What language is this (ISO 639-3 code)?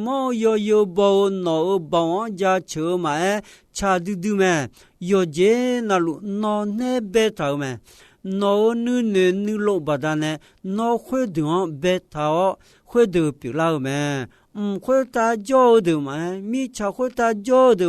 ahk